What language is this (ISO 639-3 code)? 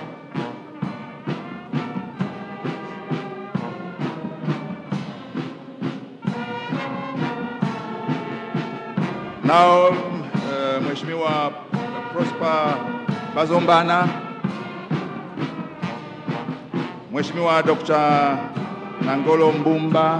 swa